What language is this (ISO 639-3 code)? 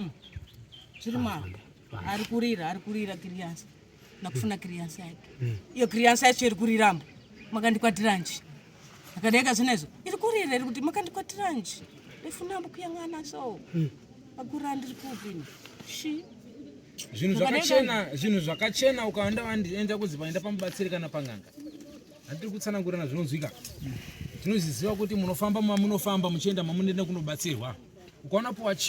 sna